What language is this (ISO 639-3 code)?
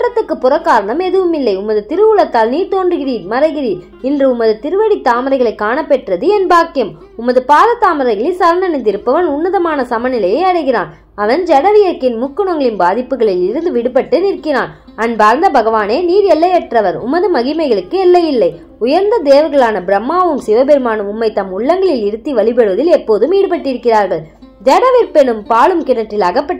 tam